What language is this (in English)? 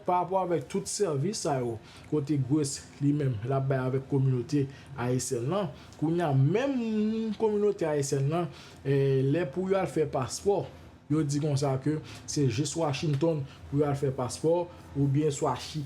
Haitian Creole